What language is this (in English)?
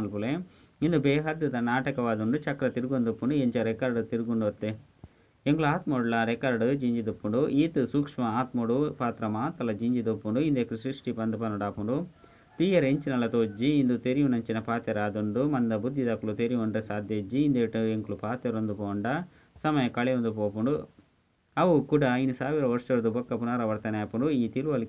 Tulu